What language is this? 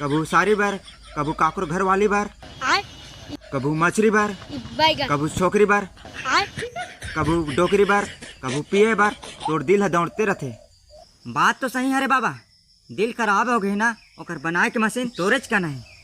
Chhattisgarhi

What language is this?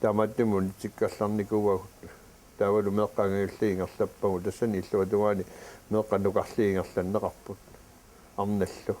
Kalaallisut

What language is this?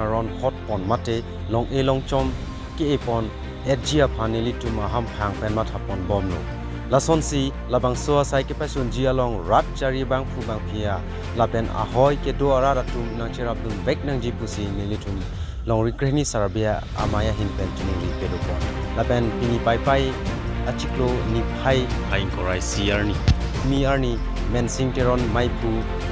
Karbi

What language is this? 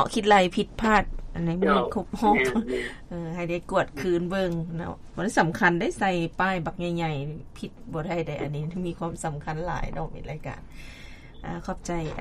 Lao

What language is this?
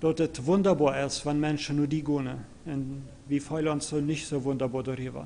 Plautdietsch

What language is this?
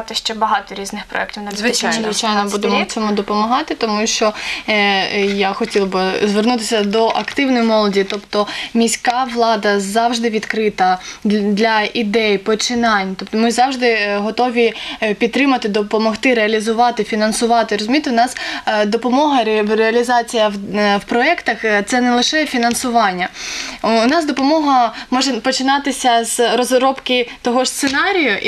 Ukrainian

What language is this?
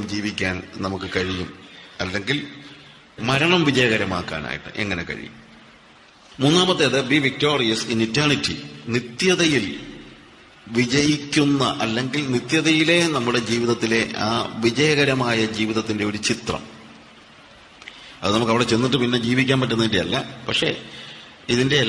Malayalam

